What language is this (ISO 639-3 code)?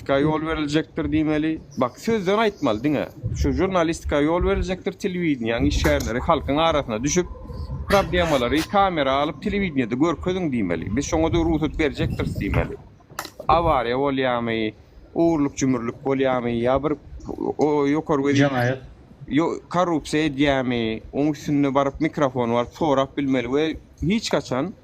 tuk